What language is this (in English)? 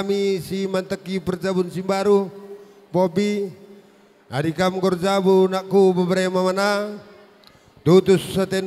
Batak Karo